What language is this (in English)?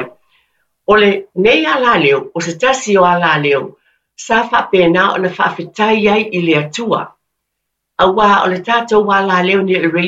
Samoan